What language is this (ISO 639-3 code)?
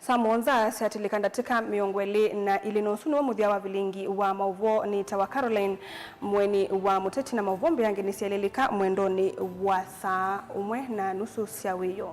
kam